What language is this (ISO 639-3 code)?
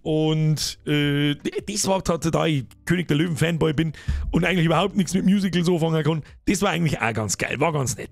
bar